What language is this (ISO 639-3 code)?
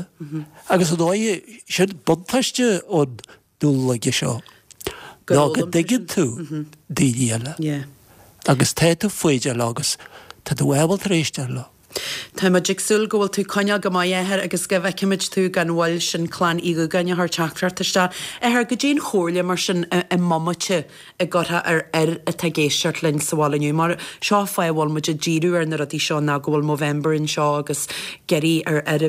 gle